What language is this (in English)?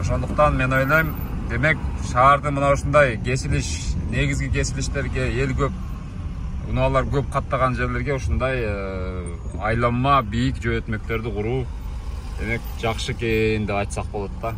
Kyrgyz